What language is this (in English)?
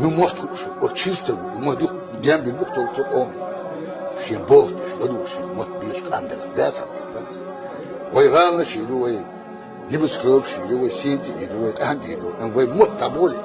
Chechen